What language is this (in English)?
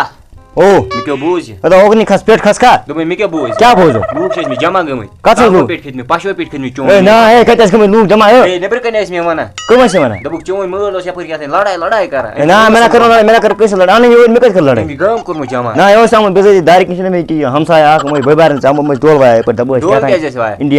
Kashmiri